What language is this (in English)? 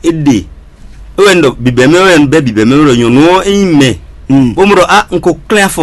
Fon